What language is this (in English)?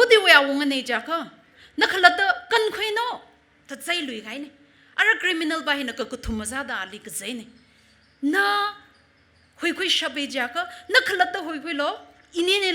Tangkhul Naga (India)